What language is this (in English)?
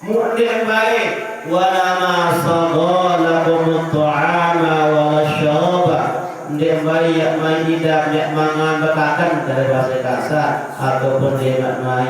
Sasak